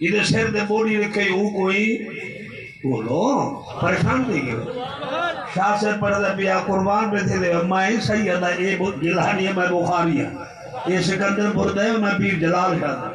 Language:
Saraiki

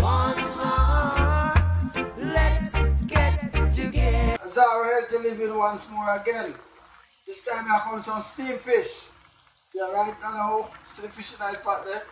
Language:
Jamaican Creole English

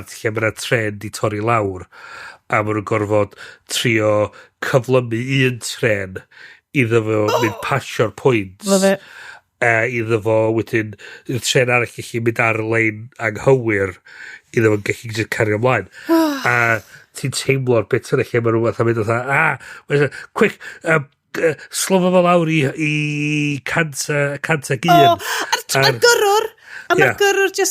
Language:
Welsh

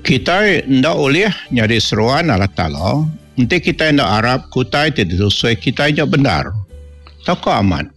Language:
Iban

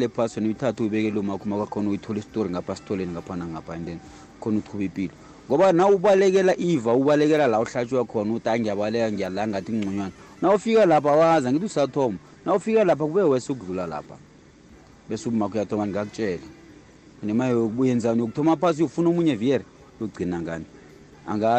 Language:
South Ndebele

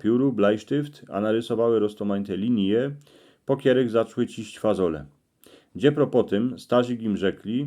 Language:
Silesian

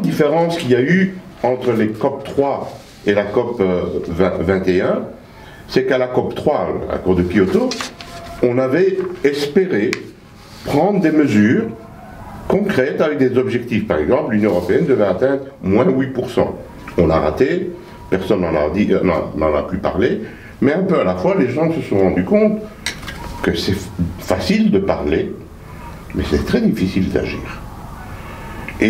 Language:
French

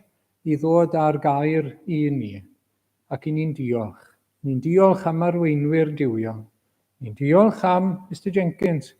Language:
Welsh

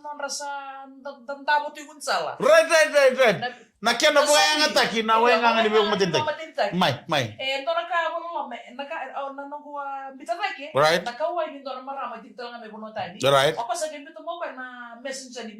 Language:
Fijian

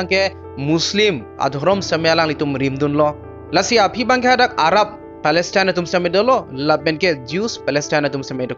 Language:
Karbi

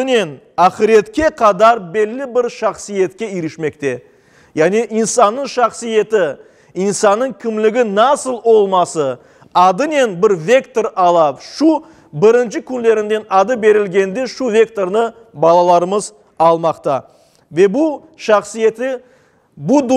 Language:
Crimean Tatar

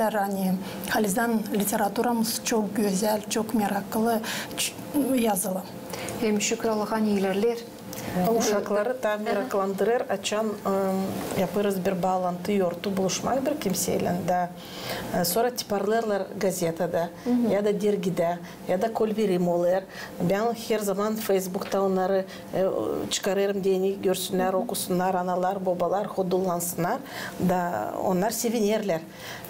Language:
Gagauz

